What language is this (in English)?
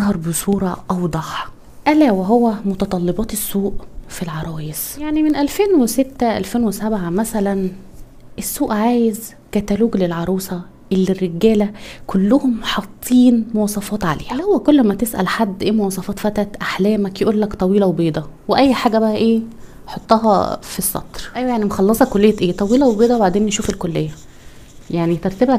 Egyptian Arabic